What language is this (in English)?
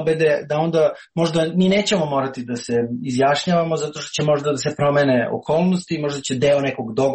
Serbian